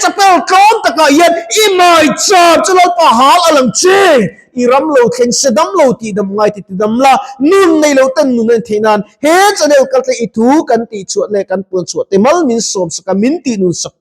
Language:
Mizo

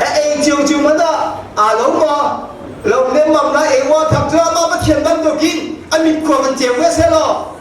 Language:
Hakha Chin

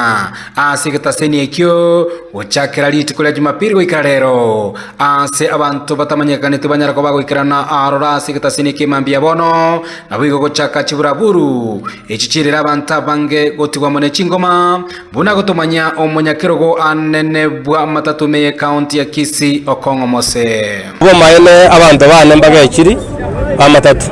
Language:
Gusii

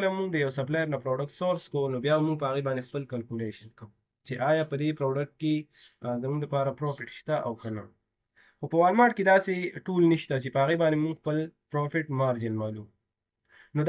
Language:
Pashto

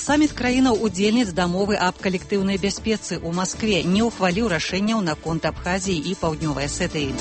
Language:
Belarusian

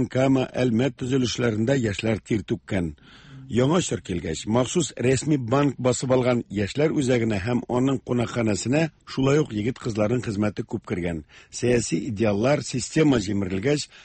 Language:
Tatar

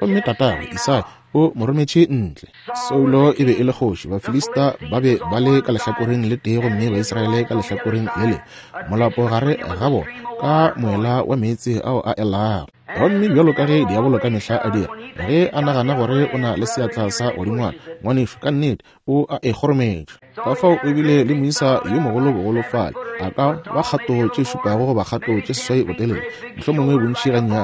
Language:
Northern Sotho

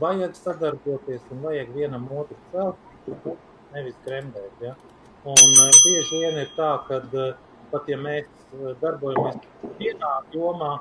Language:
Latvian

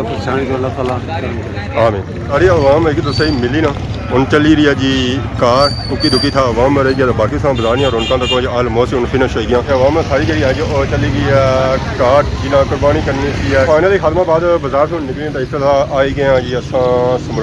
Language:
Pahari-Potwari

